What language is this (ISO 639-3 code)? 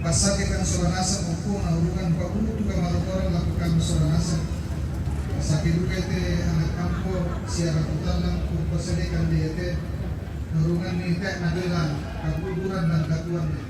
sda